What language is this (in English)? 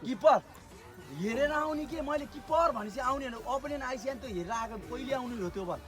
Nepali